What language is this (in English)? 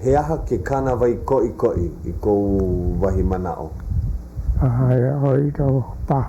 Hawaiian